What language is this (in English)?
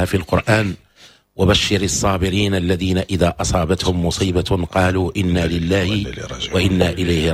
Moroccan Arabic